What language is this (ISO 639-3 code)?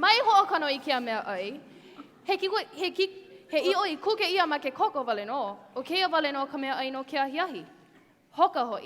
haw